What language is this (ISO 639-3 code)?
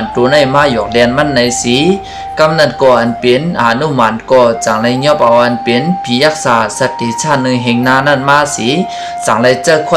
shn